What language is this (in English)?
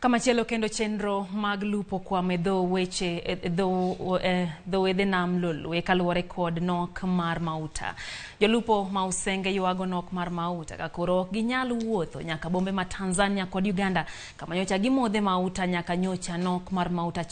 Luo (Kenya and Tanzania)